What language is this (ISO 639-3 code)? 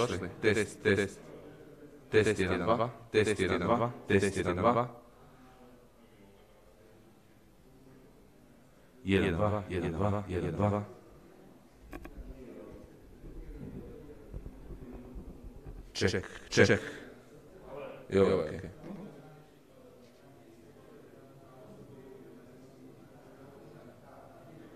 hrv